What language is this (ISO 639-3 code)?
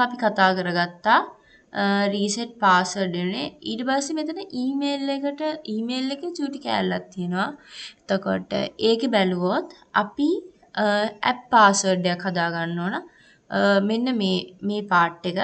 sin